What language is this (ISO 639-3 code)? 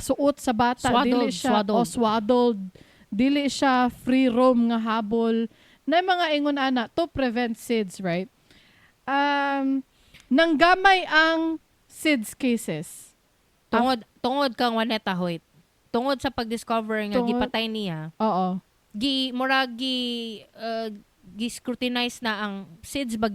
ceb